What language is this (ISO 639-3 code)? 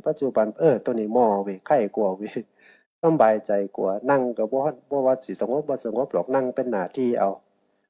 tts